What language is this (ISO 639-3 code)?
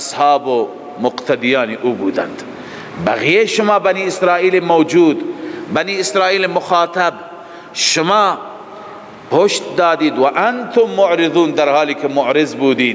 fas